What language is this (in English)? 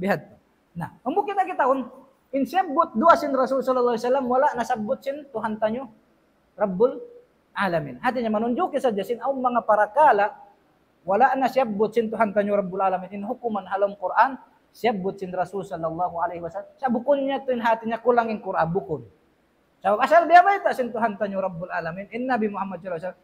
Tausug